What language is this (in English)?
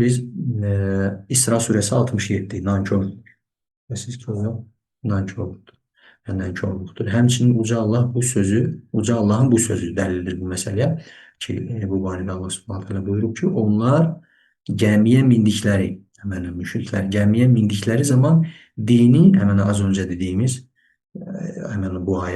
Azerbaijani